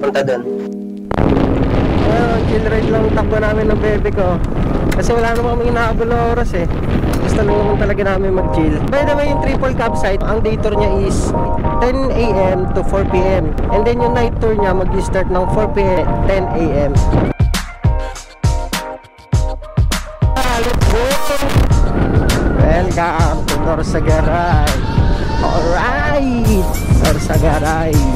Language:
Filipino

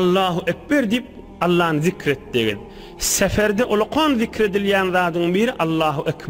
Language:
Turkmen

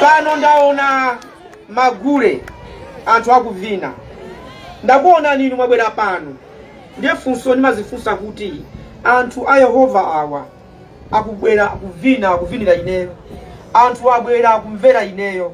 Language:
Nyanja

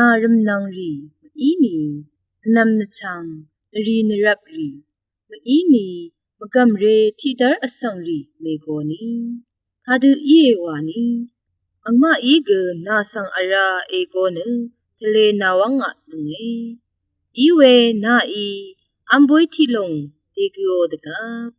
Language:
Rawang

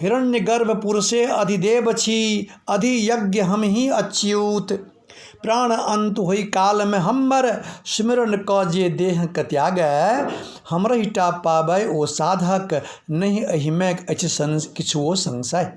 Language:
Maithili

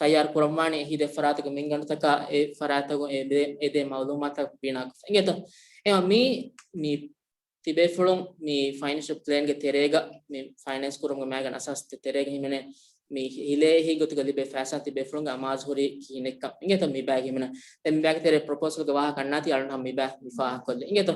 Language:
Divehi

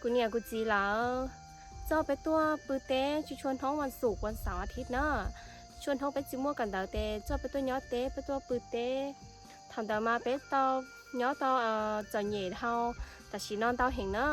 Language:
Hmong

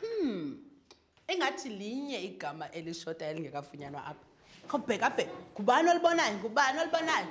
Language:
Xhosa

